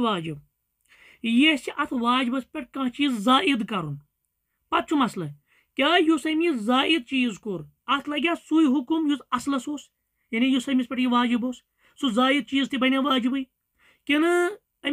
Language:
Kashmiri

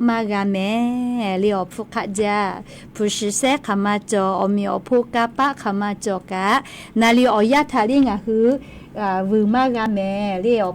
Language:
Lahu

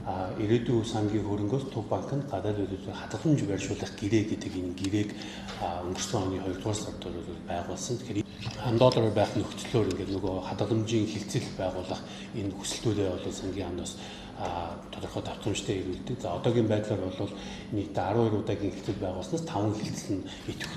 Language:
Mongolian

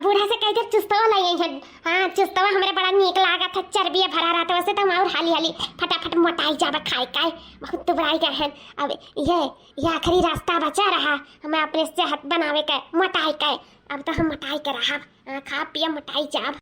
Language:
Awadhi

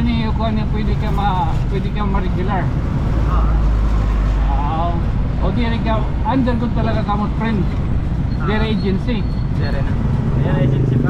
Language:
Waray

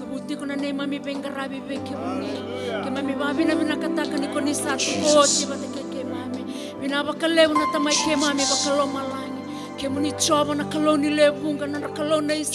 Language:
Fijian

